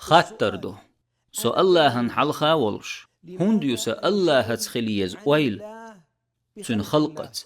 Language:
Chechen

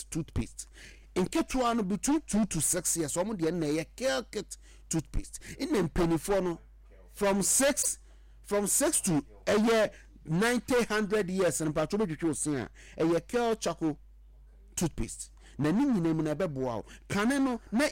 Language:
Akan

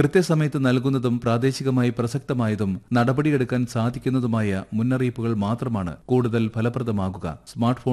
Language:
Malayalam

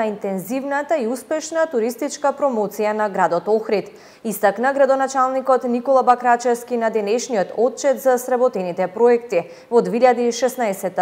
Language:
Macedonian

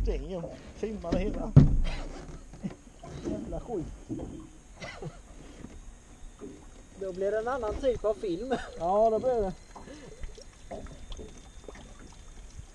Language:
Swedish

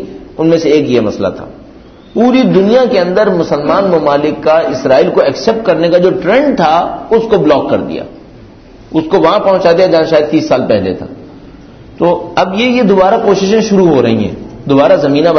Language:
Urdu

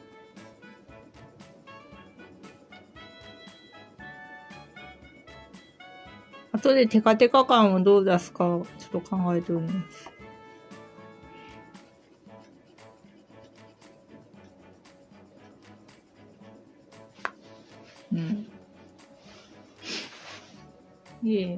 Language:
Japanese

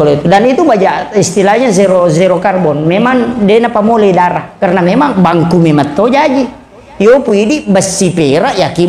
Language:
Buginese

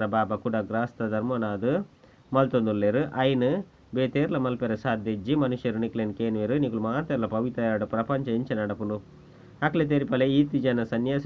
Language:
Tulu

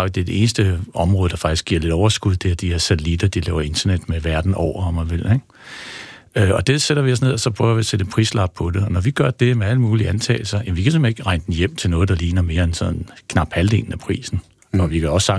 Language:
Danish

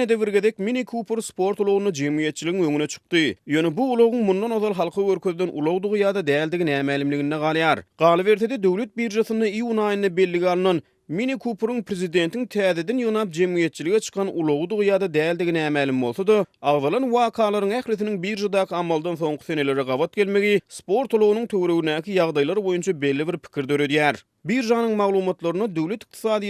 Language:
Turkmen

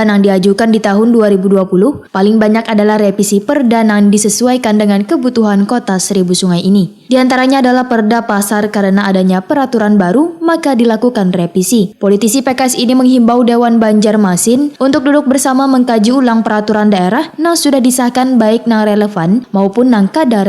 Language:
Banjar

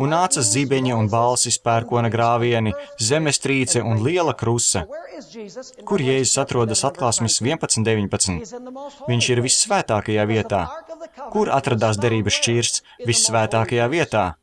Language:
Latvian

